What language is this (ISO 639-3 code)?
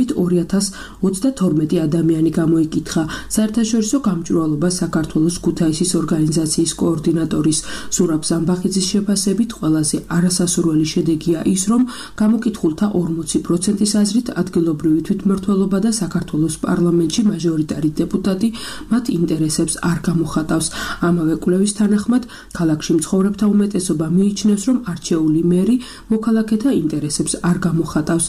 kat